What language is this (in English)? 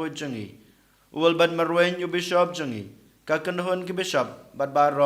Khasi